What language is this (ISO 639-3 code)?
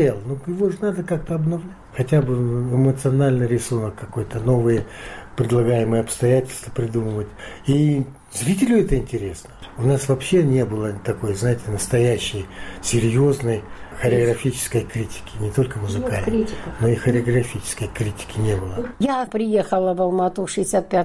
rus